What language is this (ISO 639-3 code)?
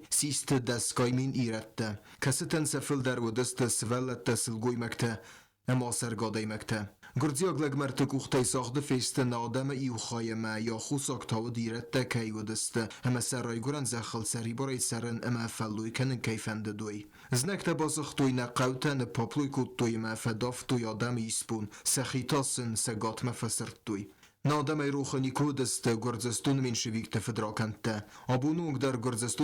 oss